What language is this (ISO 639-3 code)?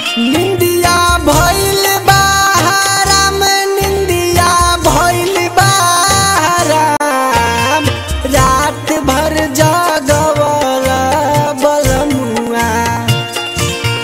bho